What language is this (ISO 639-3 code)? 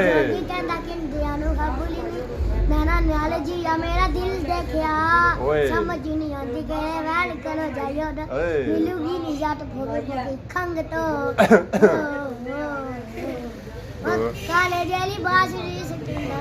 phr